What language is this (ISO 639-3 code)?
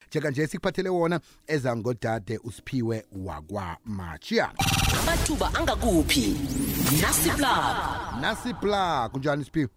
nbl